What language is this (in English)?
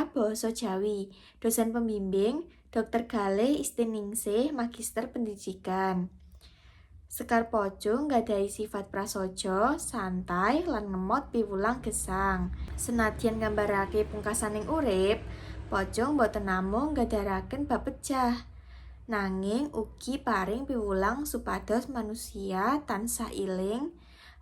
Javanese